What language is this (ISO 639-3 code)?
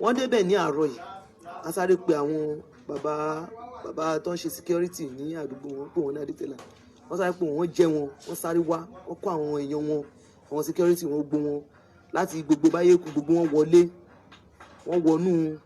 yor